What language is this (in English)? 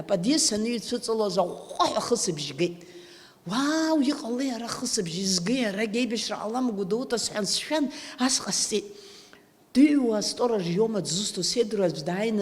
Abkhazian